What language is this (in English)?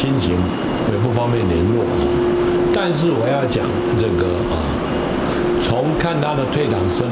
Chinese